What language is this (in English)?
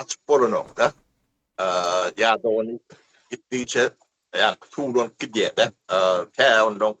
Turkmen